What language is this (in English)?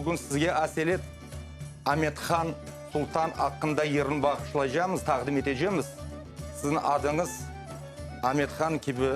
Crimean Tatar